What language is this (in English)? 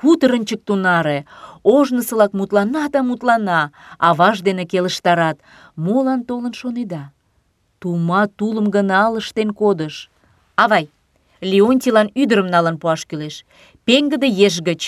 Mari